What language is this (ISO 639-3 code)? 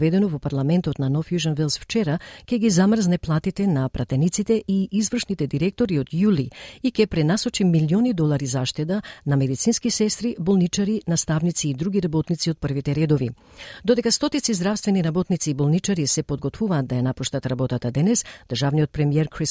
mkd